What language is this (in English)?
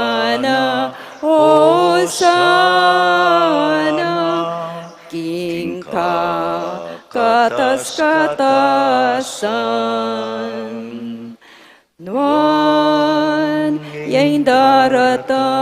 Pampanga